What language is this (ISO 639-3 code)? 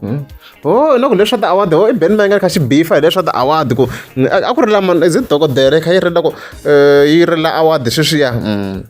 tso